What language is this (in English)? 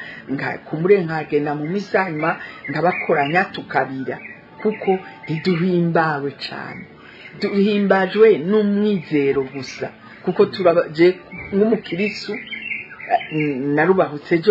Rundi